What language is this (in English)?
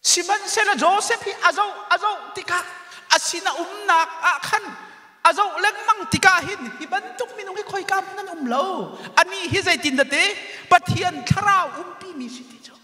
Hakha Chin